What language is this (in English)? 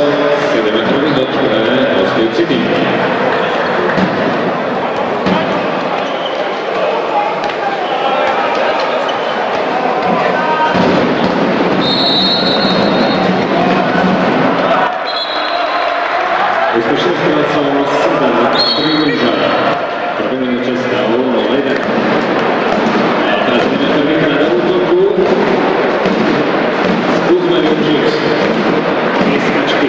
Slovak